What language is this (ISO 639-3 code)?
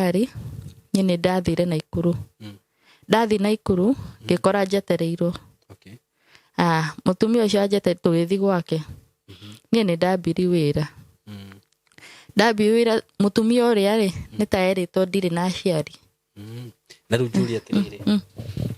kik